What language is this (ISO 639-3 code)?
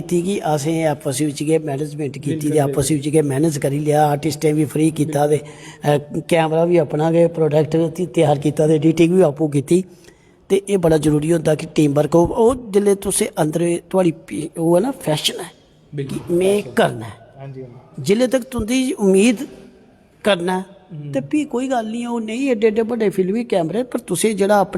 doi